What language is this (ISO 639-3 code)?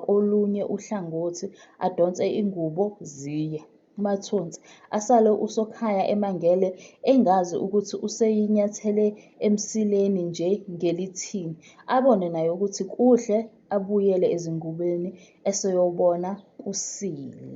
zul